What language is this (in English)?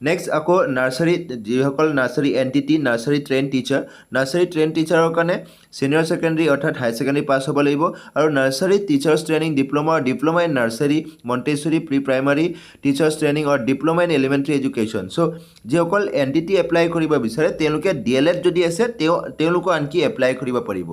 Assamese